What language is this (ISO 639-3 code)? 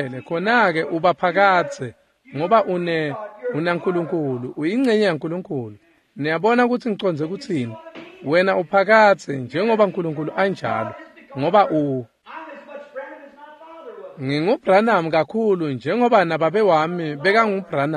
ssw